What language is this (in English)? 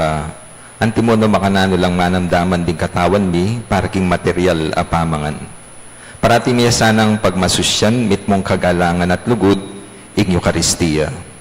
Pampanga